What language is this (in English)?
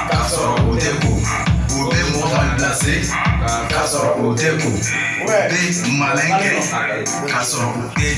Bambara